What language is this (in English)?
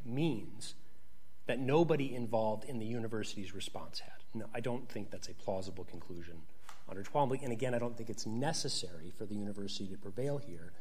English